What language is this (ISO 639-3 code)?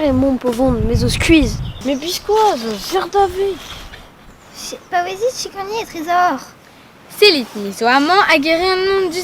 bre